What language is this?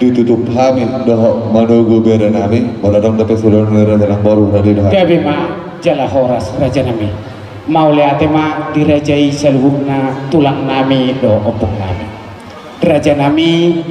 Batak Toba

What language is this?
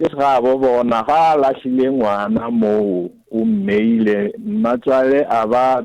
Northern Sotho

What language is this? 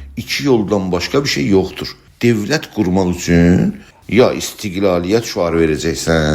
South Azerbaijani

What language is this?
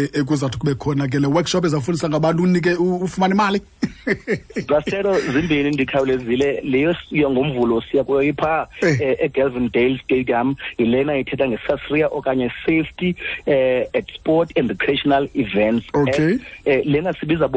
Xhosa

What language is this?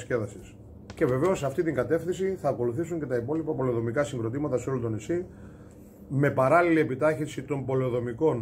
Greek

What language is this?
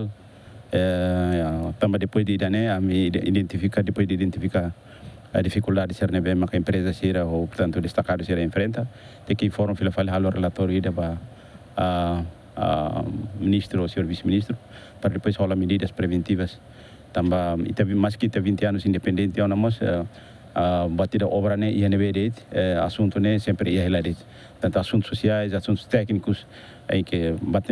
Tetum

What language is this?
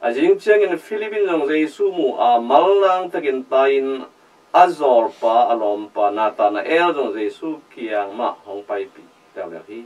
Tedim Chin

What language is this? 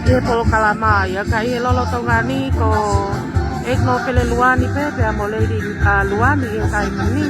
Tongan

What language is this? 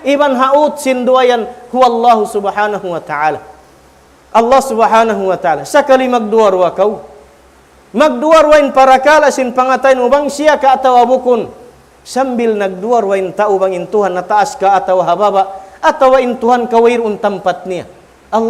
Tausug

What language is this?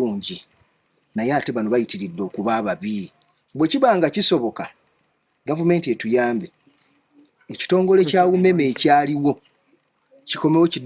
Ganda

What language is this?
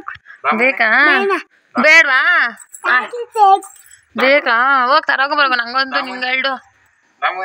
Kannada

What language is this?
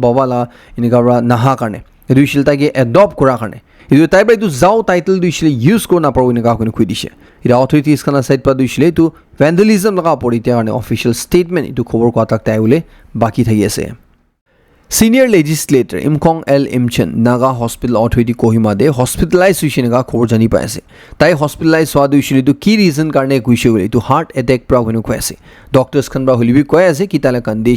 Naga Pidgin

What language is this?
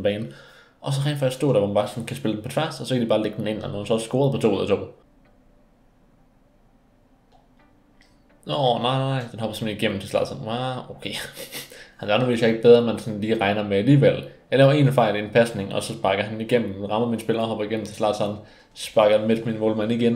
Danish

